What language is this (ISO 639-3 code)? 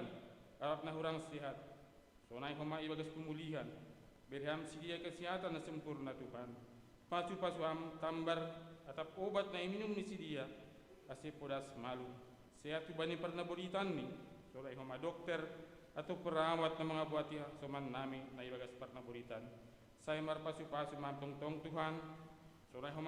bts